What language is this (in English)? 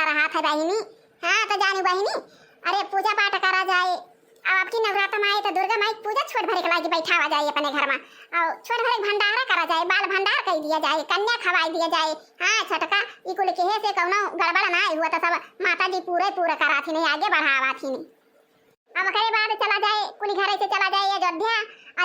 Awadhi